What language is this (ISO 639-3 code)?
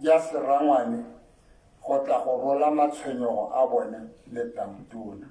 tsn